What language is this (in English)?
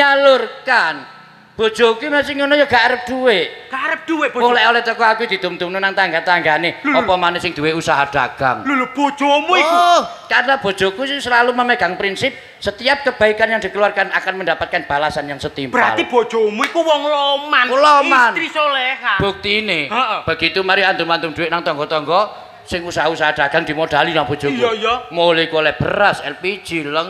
Javanese